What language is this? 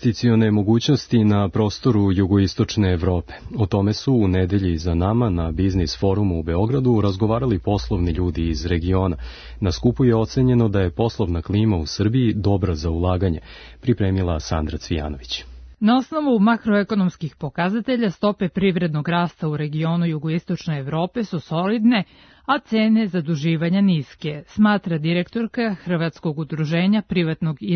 Serbian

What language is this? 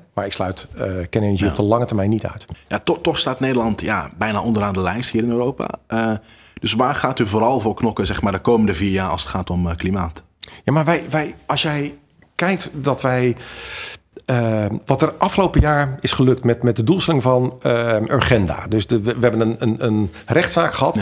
Dutch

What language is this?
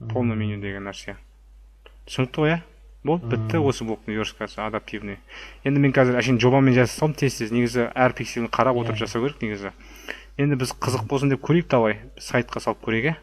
Kazakh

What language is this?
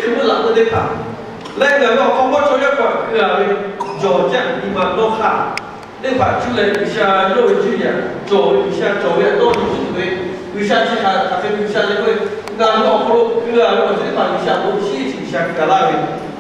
Lahu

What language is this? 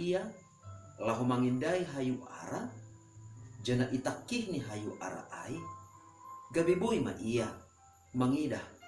Batak Simalungun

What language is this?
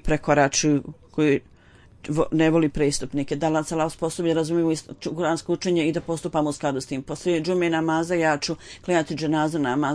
Bosnian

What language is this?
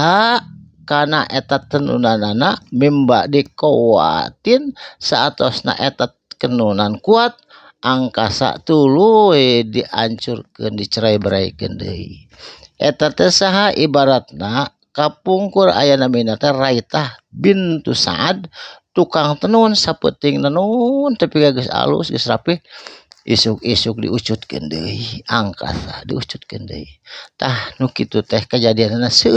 Sundanese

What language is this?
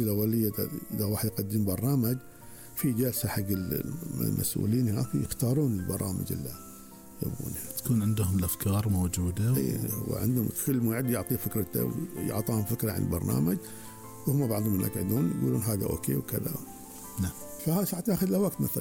Gulf Arabic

